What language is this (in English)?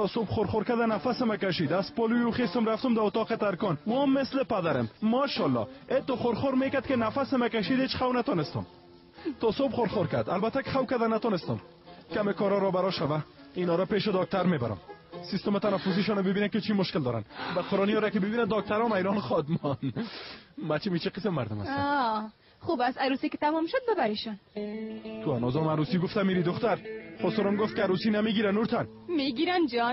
Persian